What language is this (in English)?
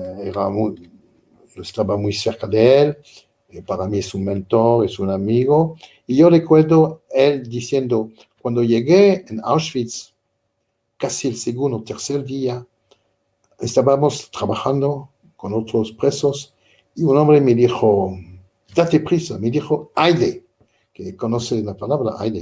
Ladino